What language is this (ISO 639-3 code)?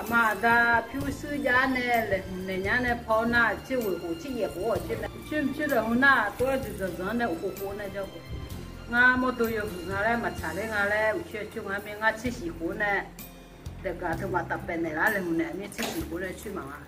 ahk